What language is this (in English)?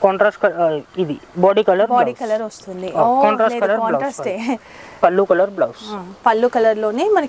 Telugu